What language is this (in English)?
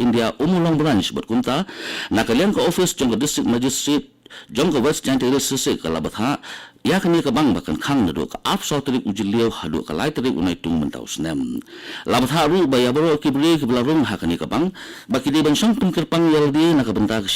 Khasi